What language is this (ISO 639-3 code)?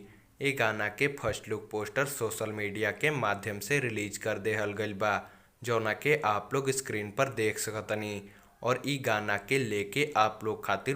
bho